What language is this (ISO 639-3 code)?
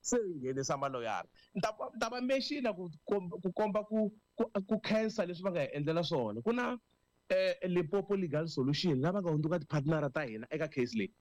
tso